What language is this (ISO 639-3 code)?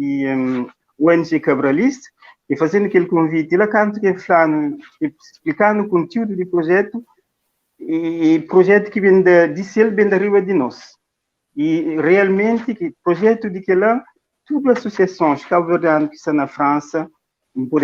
kea